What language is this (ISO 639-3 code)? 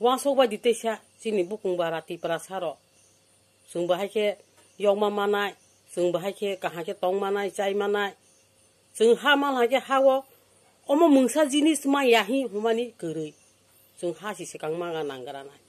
trp